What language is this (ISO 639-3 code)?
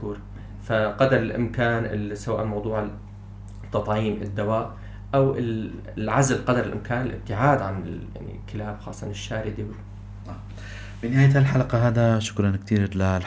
apc